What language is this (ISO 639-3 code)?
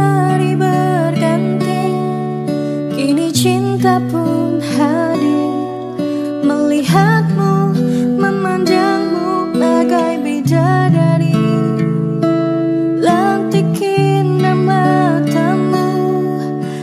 ind